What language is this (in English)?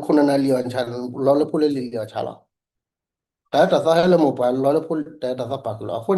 S'gaw Karen